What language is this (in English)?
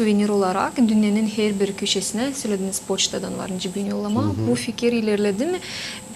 Gagauz